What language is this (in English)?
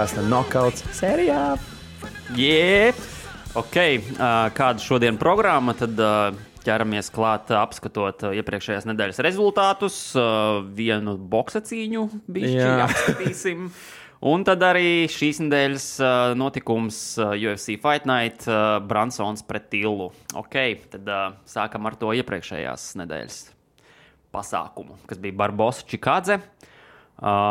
Latvian